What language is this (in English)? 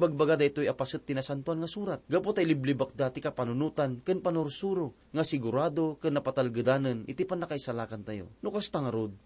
Iloko